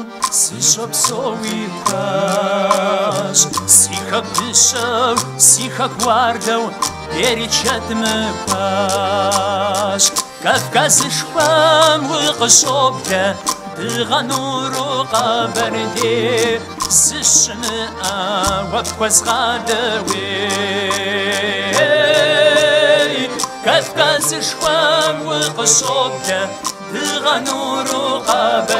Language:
Kabardian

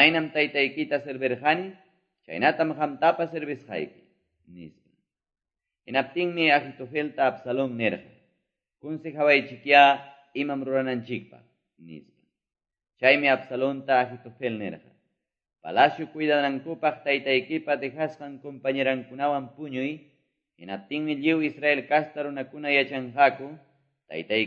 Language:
Quechua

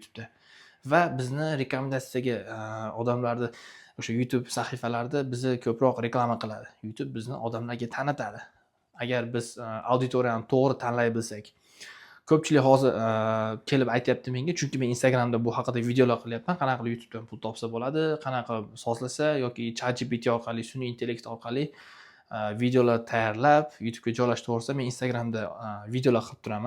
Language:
Uzbek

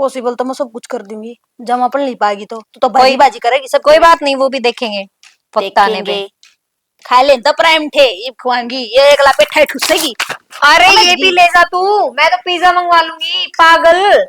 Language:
Haryanvi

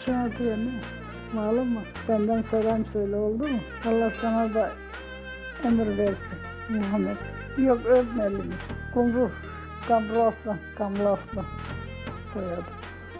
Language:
Zaza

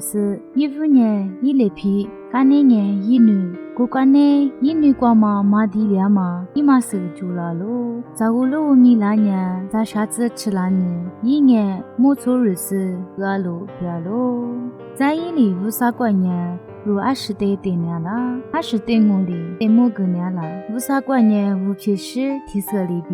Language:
Lisu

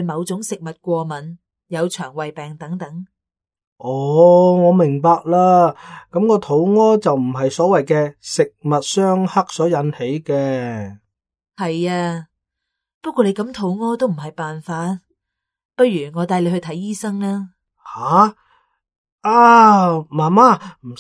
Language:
Cantonese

